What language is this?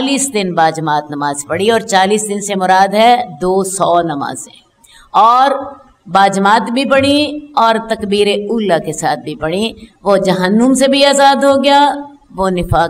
Urdu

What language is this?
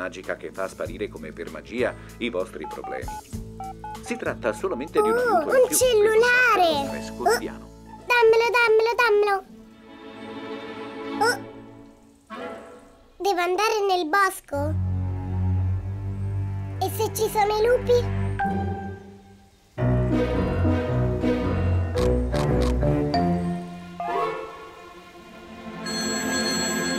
Italian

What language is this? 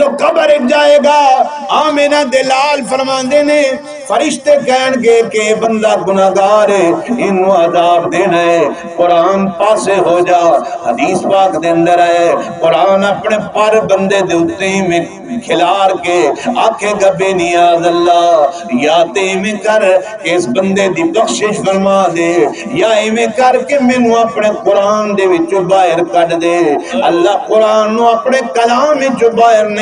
Saraiki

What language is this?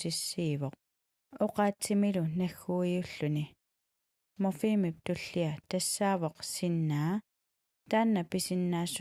Kalaallisut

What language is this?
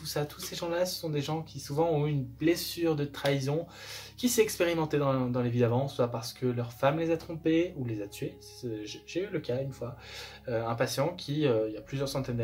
French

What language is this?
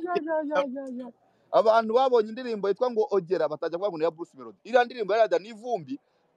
Kinyarwanda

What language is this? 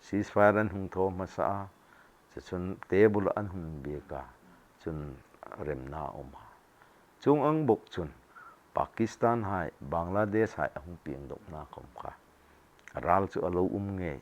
Hmar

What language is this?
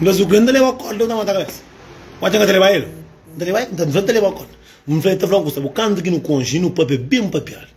Kabuverdianu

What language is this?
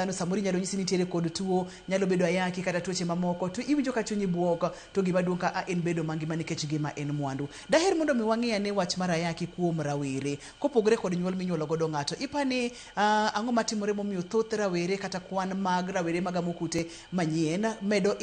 Luo (Kenya and Tanzania)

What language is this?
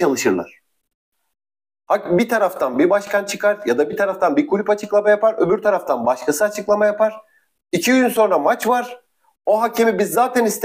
Turkish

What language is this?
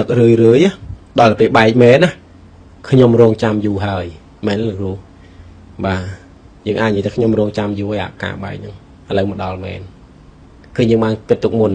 Khmer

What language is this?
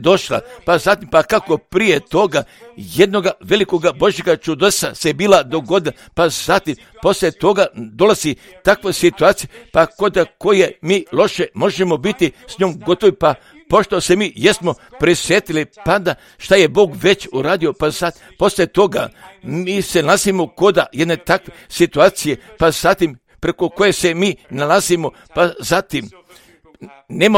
Croatian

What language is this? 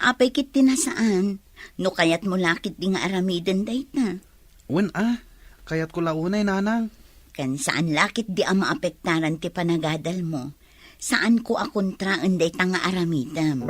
Iloko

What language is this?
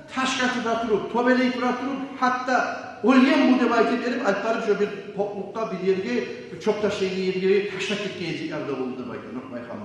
Kumyk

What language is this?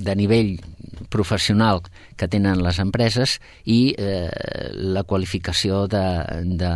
Catalan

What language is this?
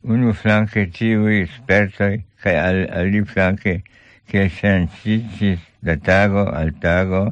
Esperanto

